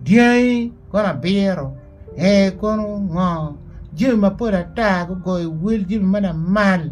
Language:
Acoli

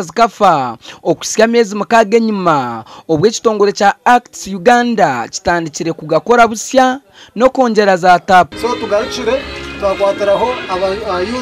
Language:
Nyankole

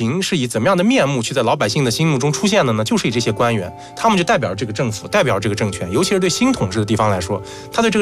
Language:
Chinese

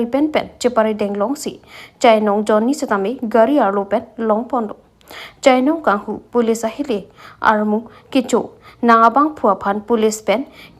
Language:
Karbi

